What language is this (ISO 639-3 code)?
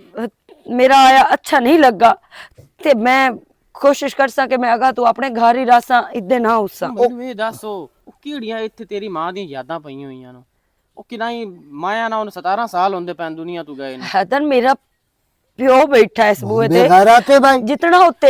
lah